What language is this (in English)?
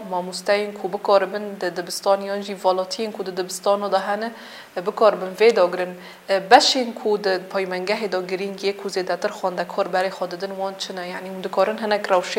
Kurdish